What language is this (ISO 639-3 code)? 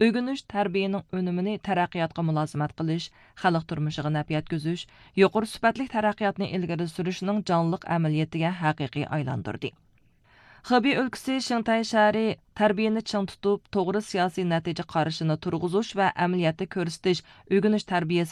uig